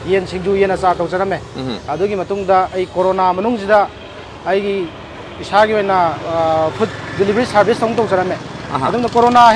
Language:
Manipuri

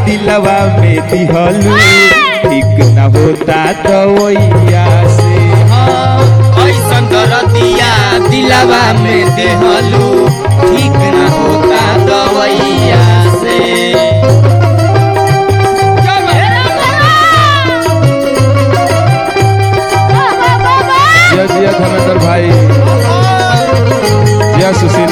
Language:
Bhojpuri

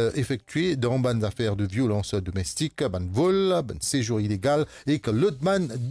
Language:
Morisyen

